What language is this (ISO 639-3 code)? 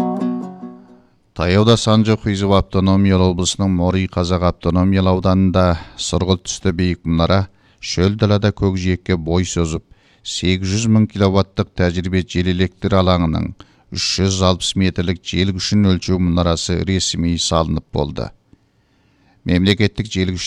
kaz